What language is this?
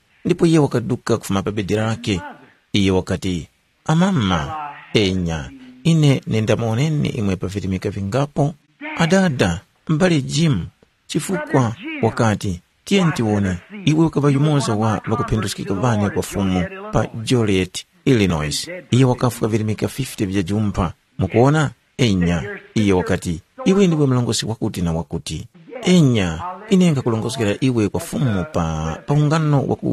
Tumbuka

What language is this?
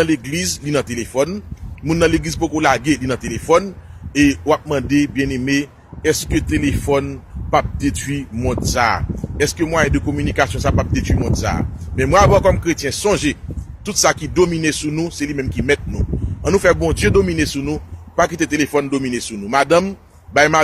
Haitian Creole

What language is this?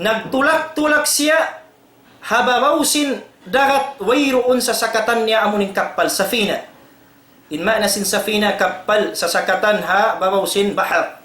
Tausug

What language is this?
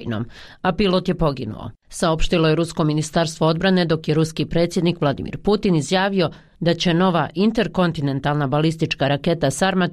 Bosnian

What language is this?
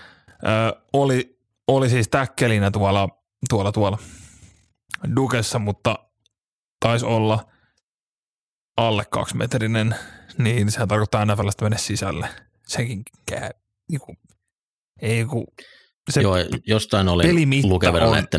Finnish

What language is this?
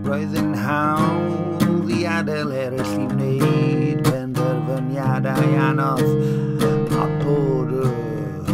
Welsh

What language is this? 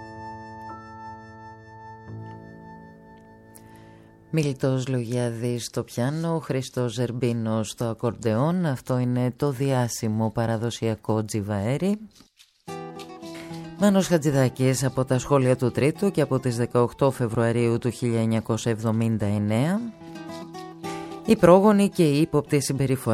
Greek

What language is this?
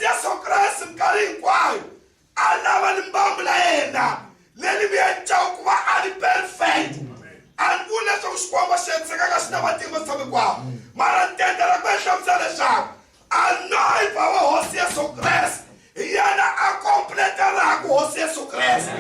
Tsonga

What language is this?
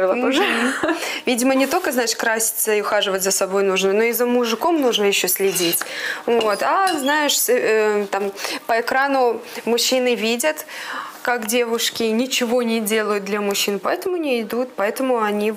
Russian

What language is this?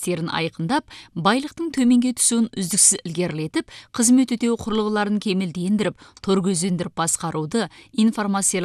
Kazakh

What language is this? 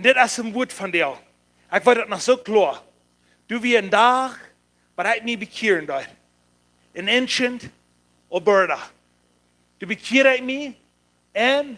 Plautdietsch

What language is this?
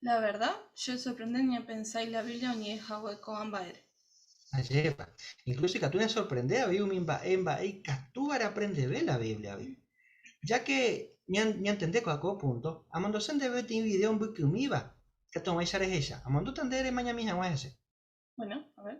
Guarani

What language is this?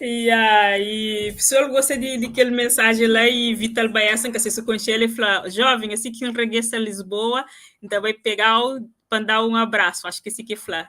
Kabuverdianu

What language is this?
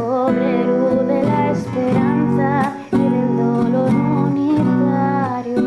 Asturian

